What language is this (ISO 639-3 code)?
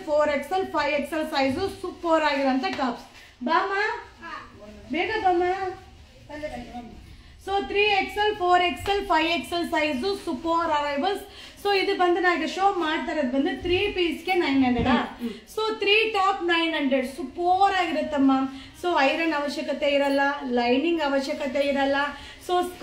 kan